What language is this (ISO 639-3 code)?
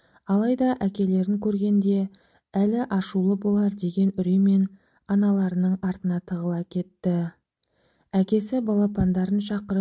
kaz